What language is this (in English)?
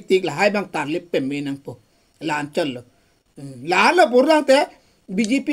Karbi